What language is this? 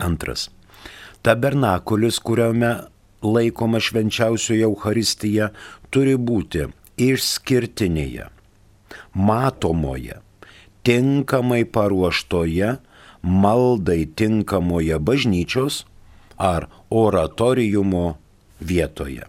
Lithuanian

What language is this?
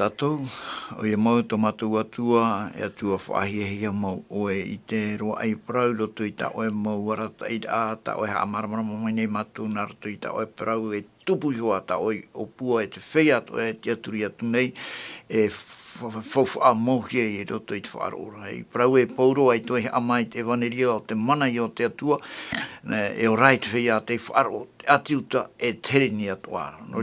Tahitian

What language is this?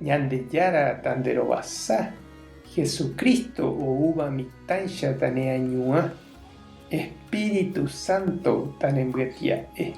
Guarani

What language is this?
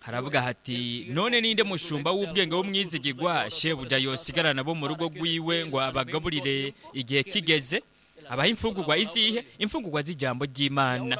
Rundi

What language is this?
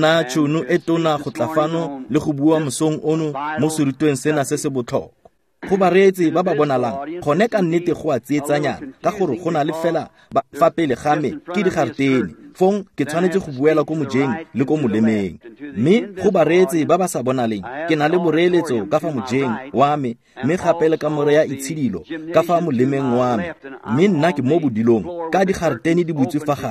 Tswana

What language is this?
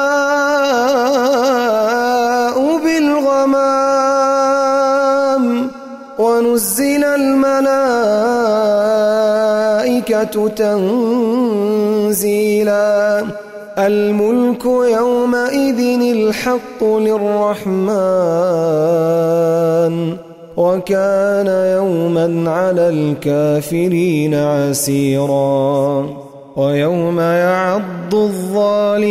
Arabic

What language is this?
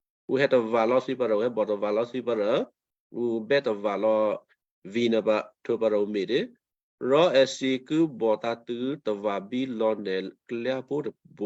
Western Kayah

